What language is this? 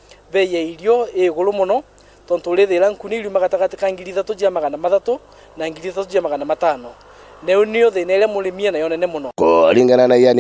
Meru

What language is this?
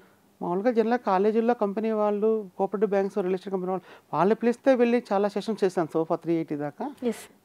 Telugu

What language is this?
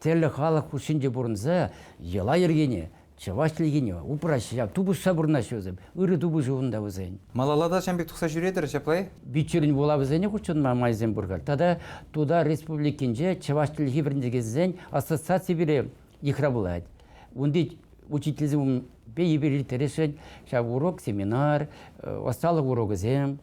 Chuvash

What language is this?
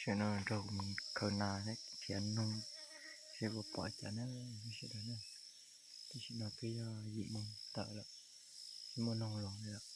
Hmong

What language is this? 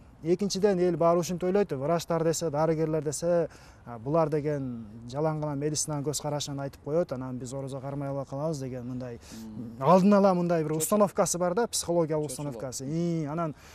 Kyrgyz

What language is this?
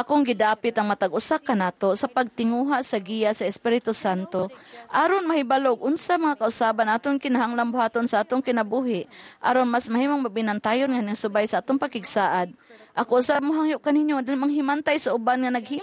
Cebuano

